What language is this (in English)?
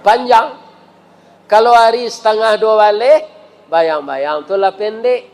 Minangkabau